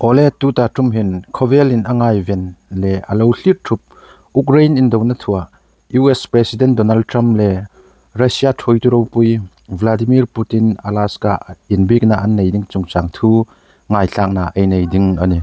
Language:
Hmar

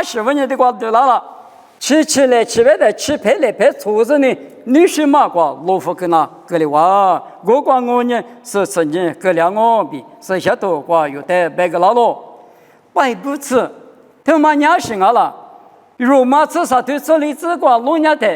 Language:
Lisu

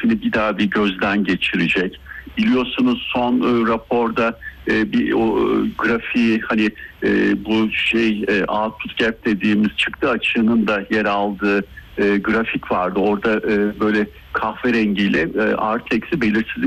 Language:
Turkish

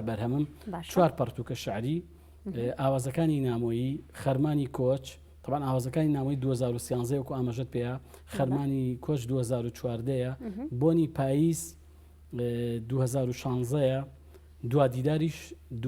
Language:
Central Kurdish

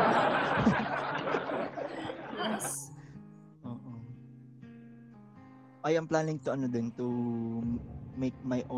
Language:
Filipino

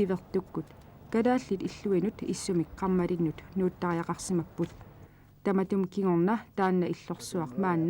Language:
Kalaallisut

